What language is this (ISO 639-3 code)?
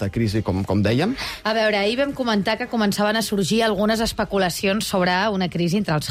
cat